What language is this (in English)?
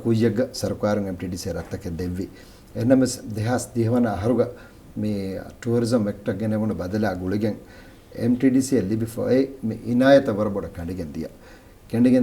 Divehi